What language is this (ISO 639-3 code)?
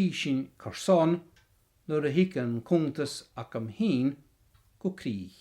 gla